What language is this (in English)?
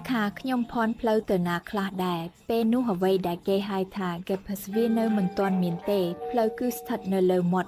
Khmer